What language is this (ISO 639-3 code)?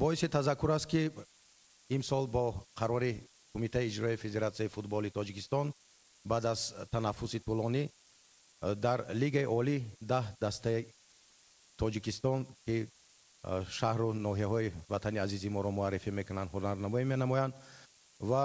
tgk